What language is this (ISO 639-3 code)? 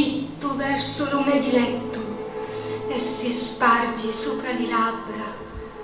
scn